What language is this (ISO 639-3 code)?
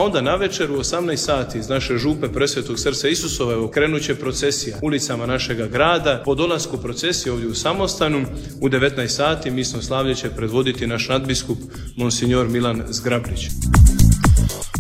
hrv